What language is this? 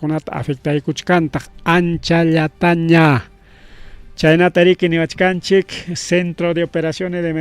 Ayacucho Quechua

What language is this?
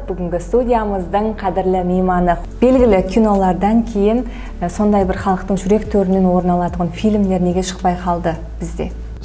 Kara-Kalpak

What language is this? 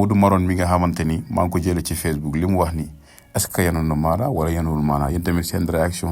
Wolof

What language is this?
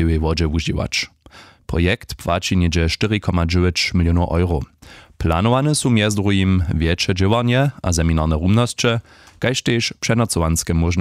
Upper Sorbian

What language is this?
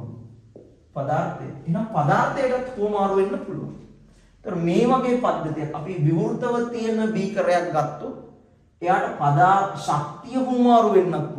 Sinhala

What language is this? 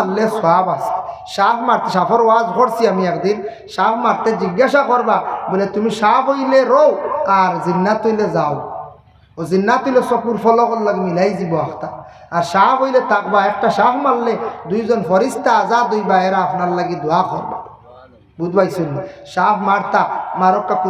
Sylheti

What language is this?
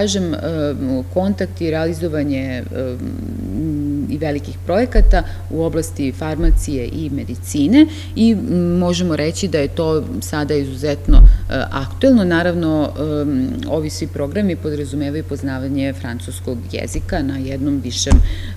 Serbian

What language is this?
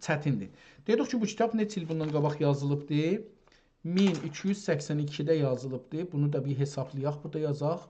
South Azerbaijani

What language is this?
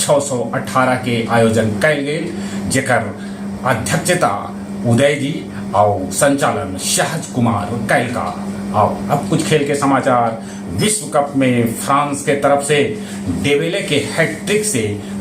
Magahi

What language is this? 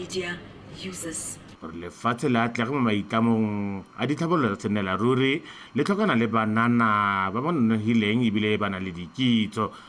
Tswana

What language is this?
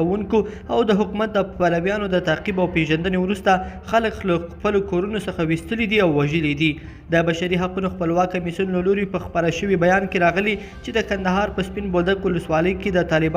Pashto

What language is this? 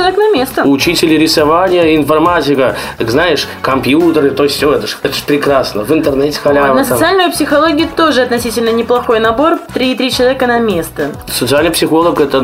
Russian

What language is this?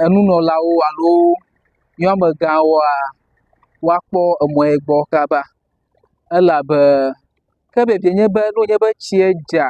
Ewe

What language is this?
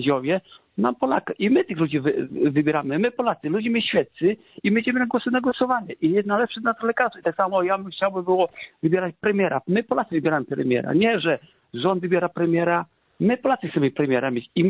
Polish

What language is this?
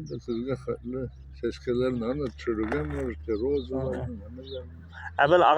Bashkir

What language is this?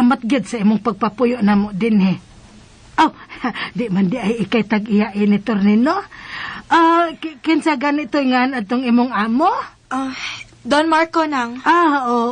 Cebuano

